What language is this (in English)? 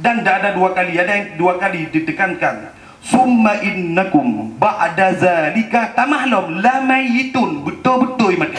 Achinese